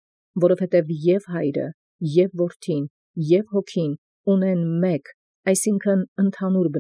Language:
Armenian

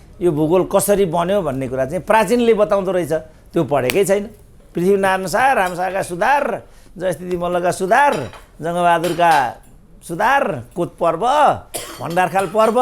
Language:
Nepali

